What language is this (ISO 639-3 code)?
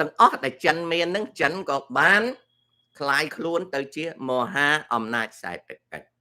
khm